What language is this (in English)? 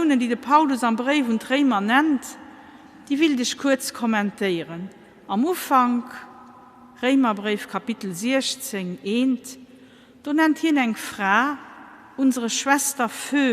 Luxembourgish